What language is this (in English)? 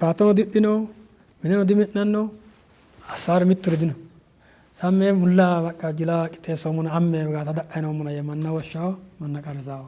Sidamo